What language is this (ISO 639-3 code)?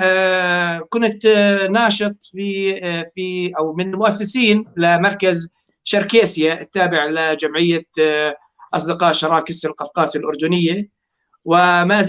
apc